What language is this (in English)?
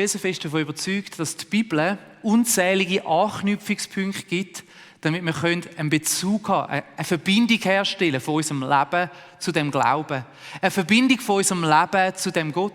Swiss German